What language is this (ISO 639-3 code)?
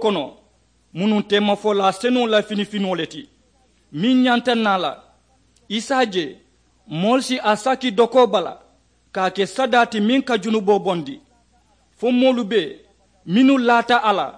man